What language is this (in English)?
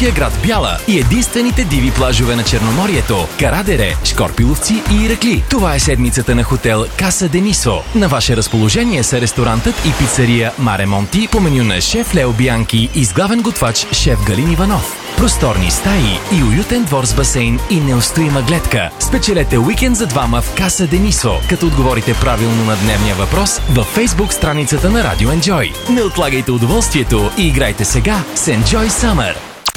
Bulgarian